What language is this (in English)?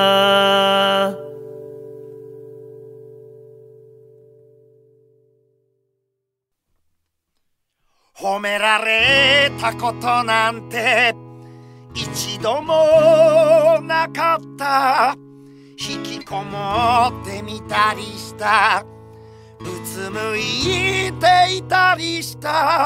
Japanese